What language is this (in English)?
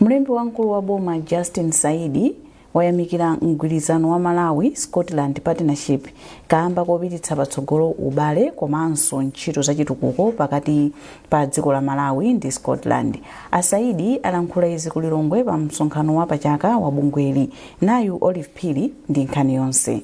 Nyanja